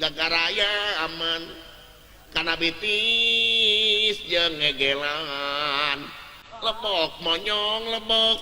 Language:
Sundanese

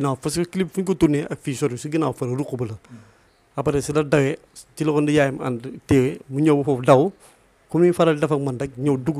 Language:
Wolof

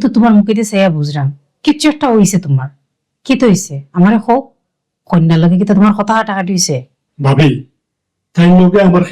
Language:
Sylheti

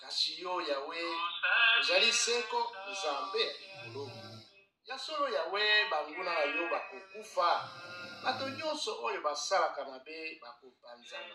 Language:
Lingala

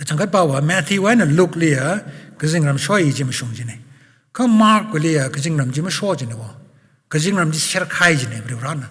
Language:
Tangkhul Naga (India)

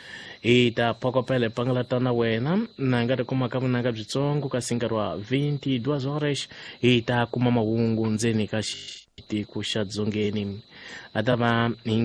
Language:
Tsonga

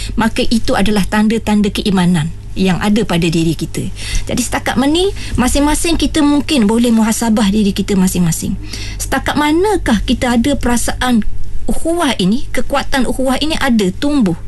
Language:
Malay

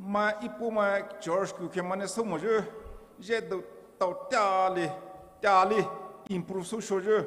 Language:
Poumei Naga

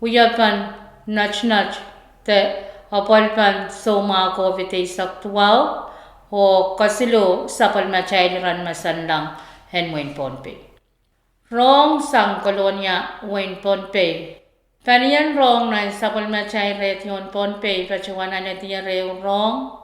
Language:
Pohnpeian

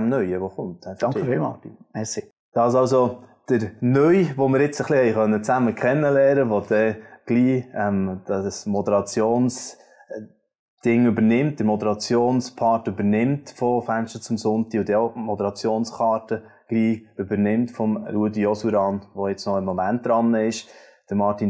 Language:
Swiss German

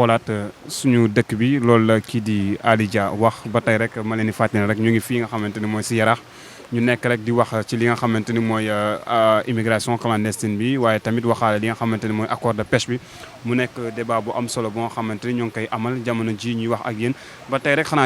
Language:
Wolof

